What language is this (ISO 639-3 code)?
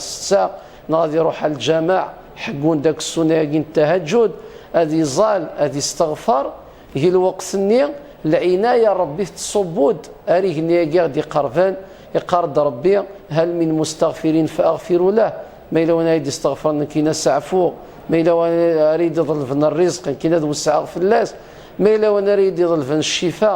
kab